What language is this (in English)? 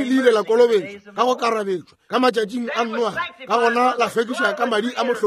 Northern Sotho